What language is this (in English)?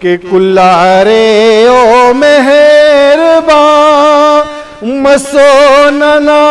Brahui